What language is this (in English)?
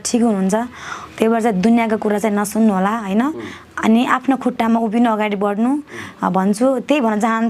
Nepali